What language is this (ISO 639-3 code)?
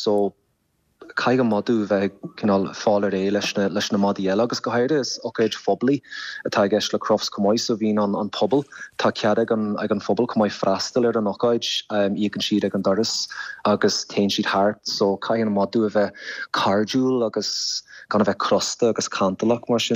gle